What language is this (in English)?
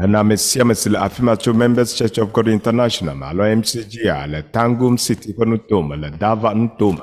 Ewe